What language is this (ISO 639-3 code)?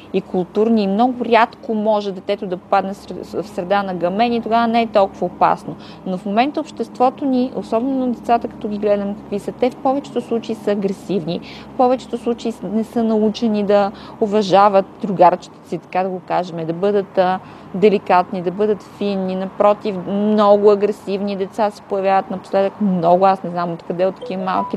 bul